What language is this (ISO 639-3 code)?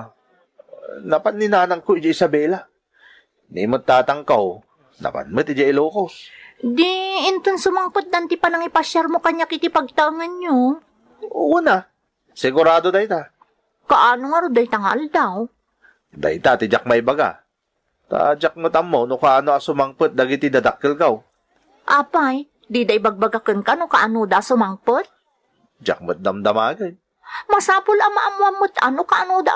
ilo